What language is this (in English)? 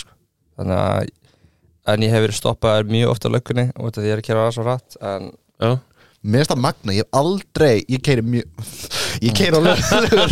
Icelandic